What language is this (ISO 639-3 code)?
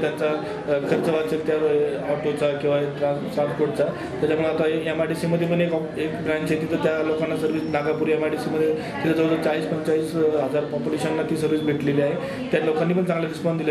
mar